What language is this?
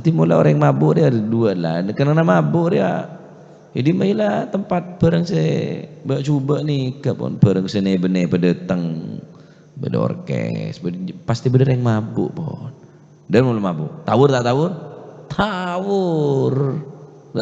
Madurese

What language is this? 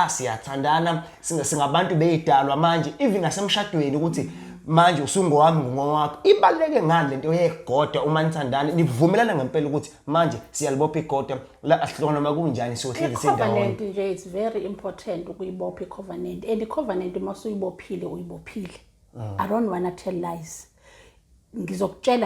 Zulu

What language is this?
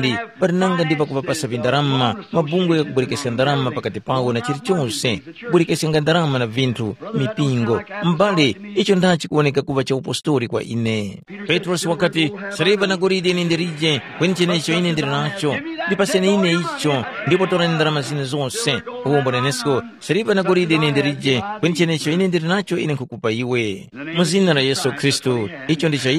Tumbuka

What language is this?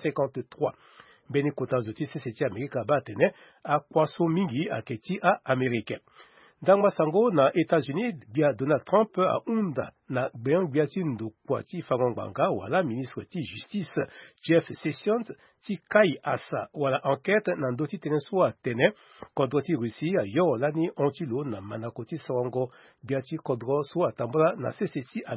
Sango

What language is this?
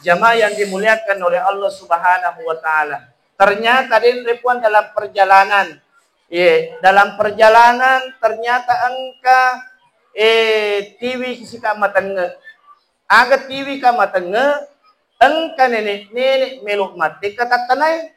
Buginese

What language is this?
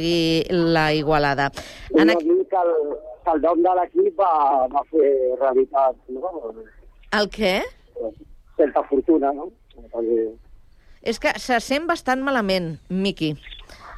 Catalan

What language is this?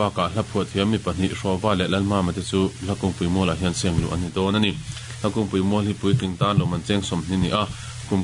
Mizo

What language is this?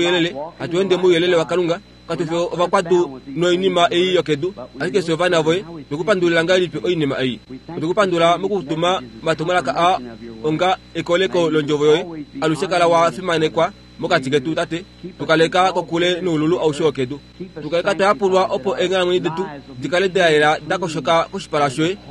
Kuanyama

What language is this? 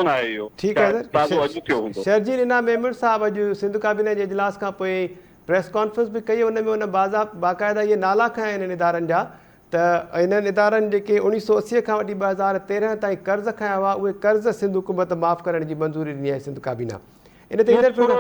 Sindhi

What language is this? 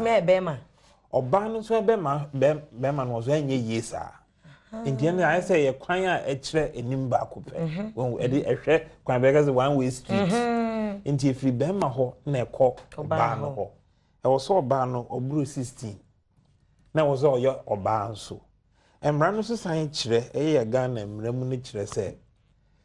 Akan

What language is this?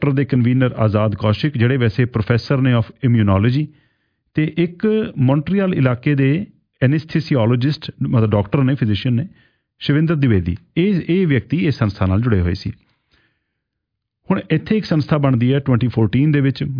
Punjabi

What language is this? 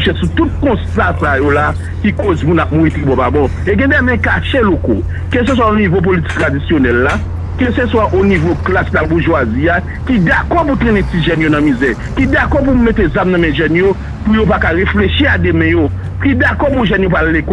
Haitian Creole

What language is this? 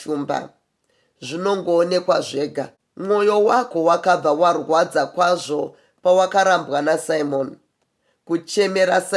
Shona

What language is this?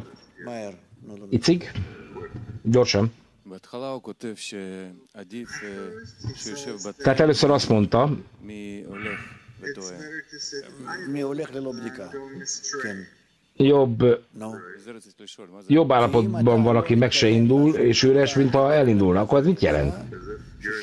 Hungarian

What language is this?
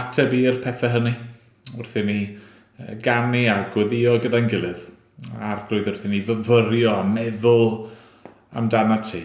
Welsh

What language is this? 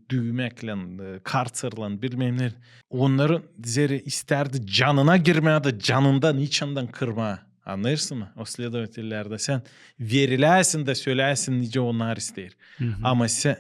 Gagauz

